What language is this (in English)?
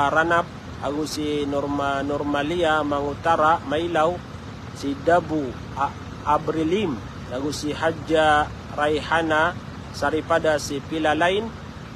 Maranao